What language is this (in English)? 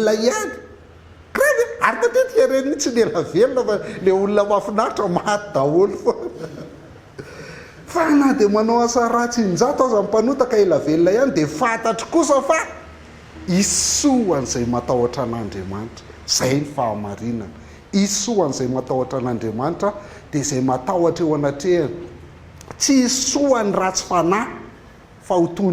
Malagasy